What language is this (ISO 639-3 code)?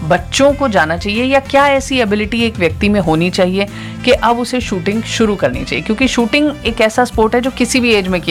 hin